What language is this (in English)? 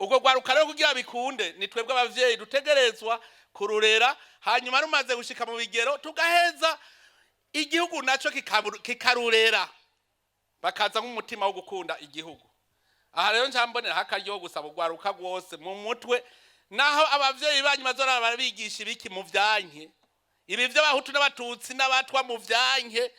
Rundi